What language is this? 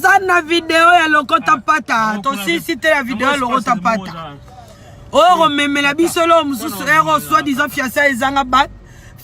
Lingala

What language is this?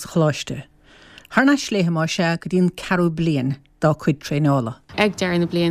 Irish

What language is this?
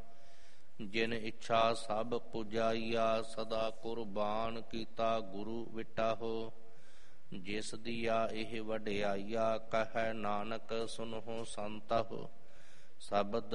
Punjabi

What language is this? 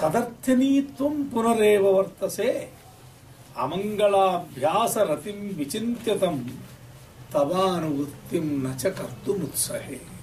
Sanskrit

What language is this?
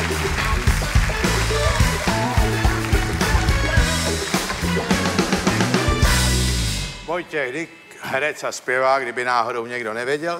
Czech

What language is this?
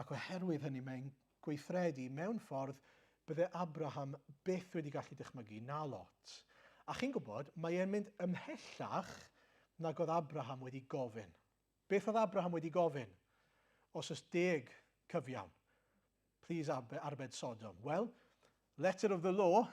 Welsh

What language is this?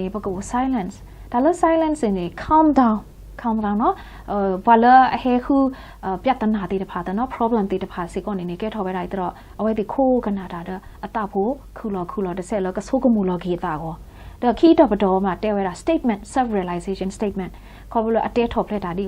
S'gaw Karen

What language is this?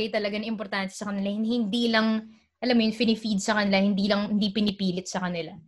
Filipino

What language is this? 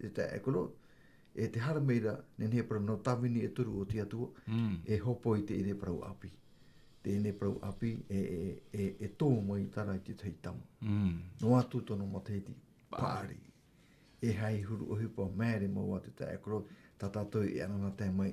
Tahitian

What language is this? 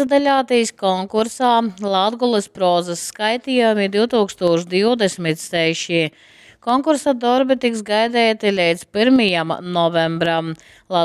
Latgalian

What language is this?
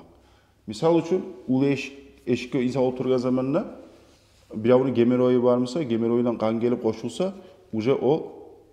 Kumyk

